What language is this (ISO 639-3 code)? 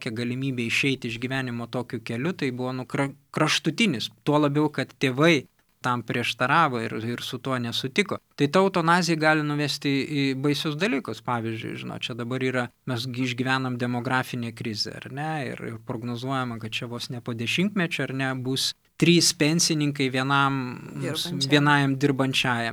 lit